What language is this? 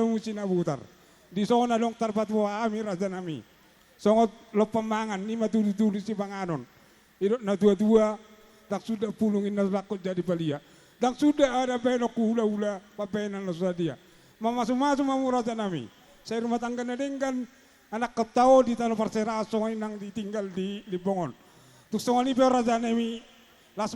Batak Toba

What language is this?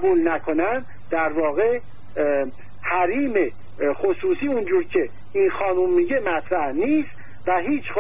Persian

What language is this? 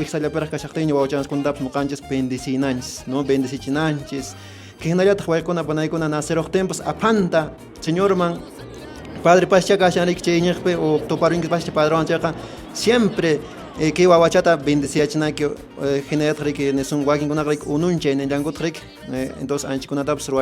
Quechua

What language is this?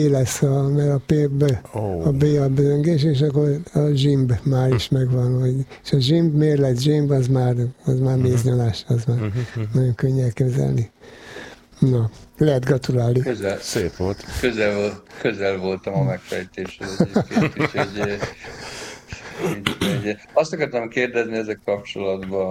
Hungarian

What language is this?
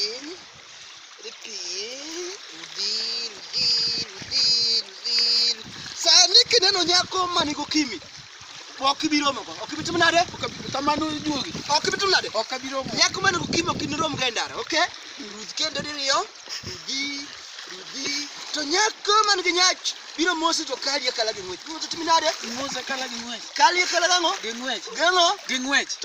Luo (Kenya and Tanzania)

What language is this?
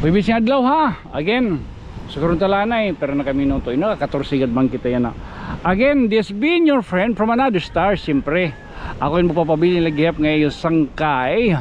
Waray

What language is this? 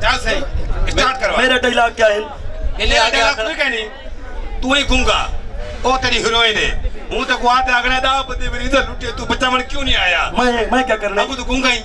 Saraiki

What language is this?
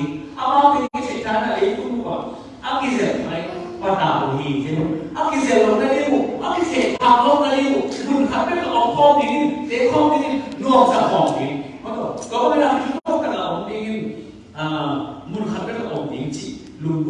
Tedim Chin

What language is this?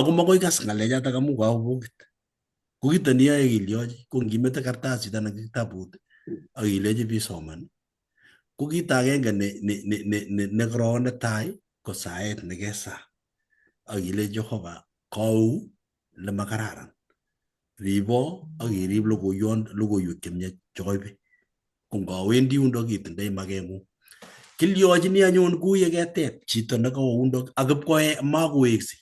Kalenjin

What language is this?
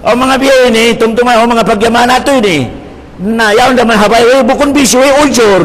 Tausug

